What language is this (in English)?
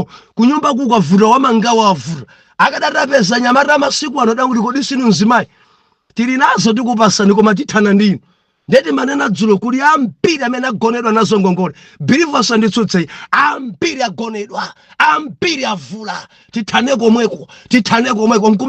Nyanja